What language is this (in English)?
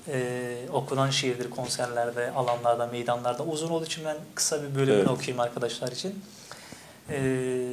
Turkish